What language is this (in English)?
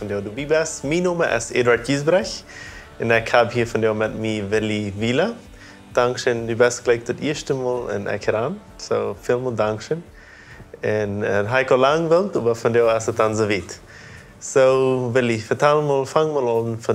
Plautdietsch